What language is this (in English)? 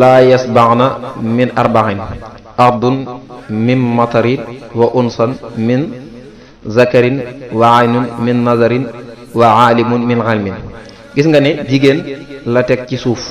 Wolof